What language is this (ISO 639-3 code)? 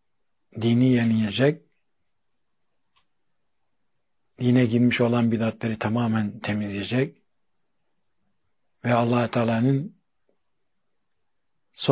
tur